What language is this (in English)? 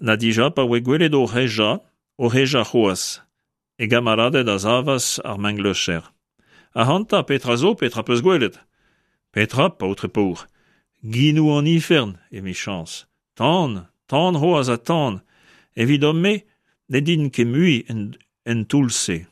Breton